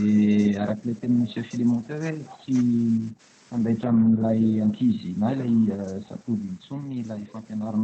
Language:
Malagasy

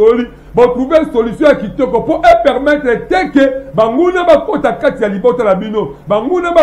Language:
Lingala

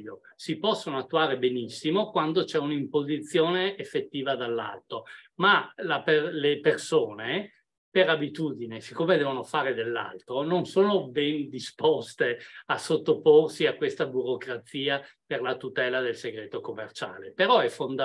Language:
Italian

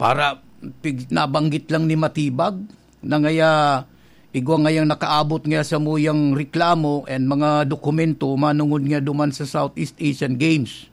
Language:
Bikol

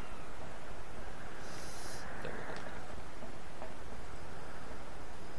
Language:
Spanish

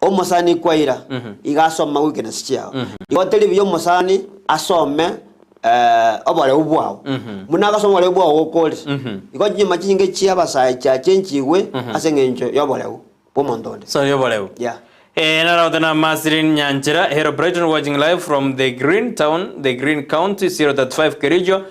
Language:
Gusii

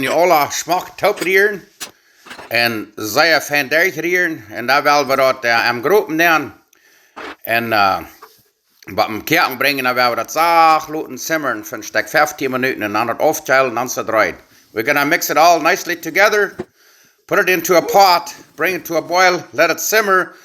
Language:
Plautdietsch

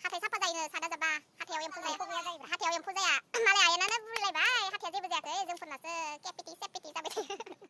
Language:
Bodo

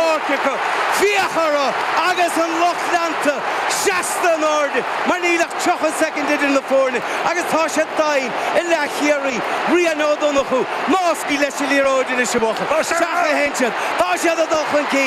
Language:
Irish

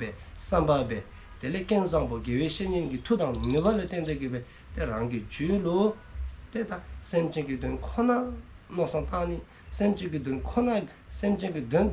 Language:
Dzongkha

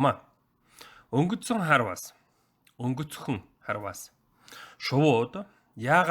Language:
Mongolian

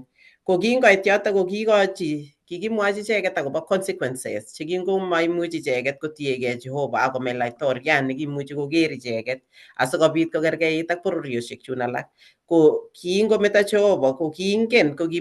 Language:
Kalenjin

